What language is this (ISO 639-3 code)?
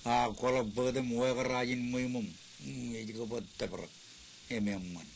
mah